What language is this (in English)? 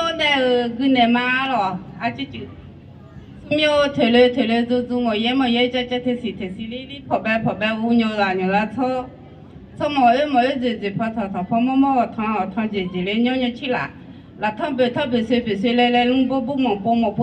Akha